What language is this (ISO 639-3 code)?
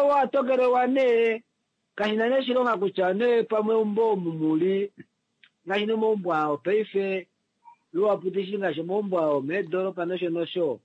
kua